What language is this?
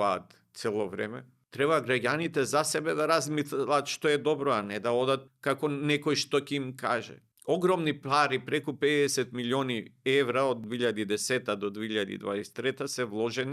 Macedonian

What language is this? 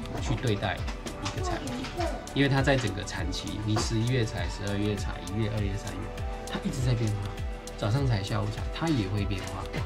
Chinese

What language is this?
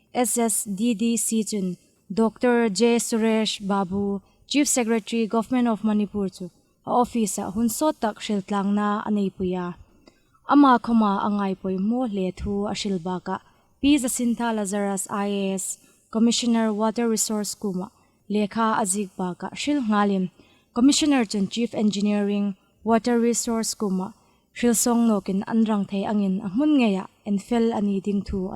Hmar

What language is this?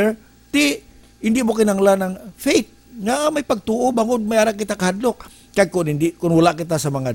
Hiligaynon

